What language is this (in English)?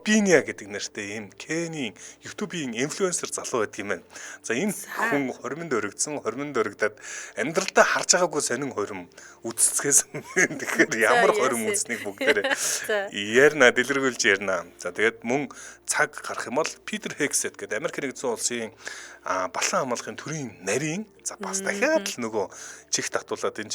Mongolian